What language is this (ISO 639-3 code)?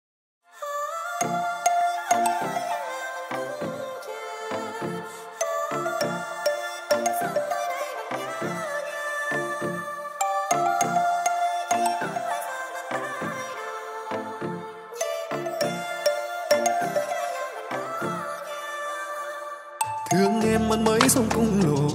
vie